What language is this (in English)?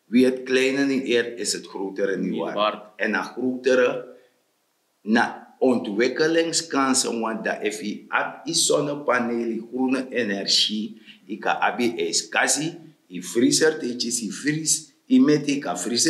Sranan Tongo